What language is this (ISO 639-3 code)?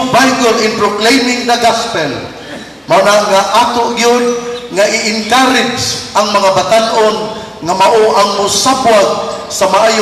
ceb